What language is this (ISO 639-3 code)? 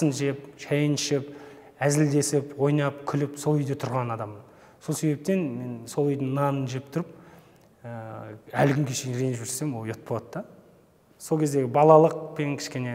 kaz